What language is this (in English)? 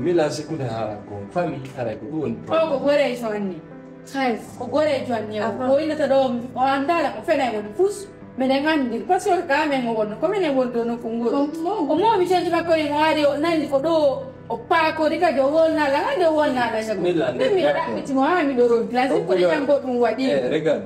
Fula